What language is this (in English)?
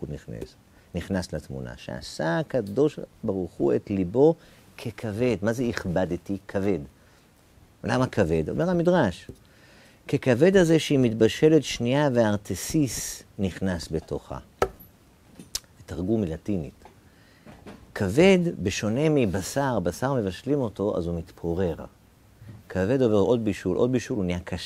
Hebrew